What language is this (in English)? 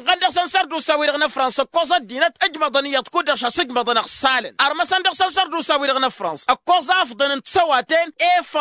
Tamasheq